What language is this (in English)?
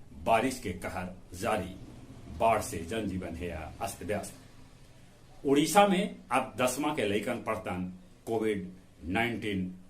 Magahi